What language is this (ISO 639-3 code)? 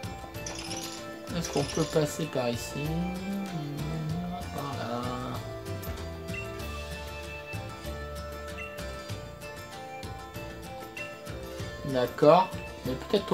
fra